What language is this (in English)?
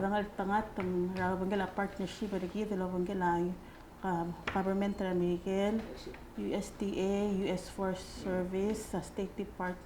Palauan